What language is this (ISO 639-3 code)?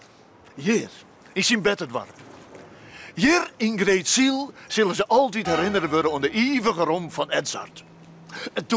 fry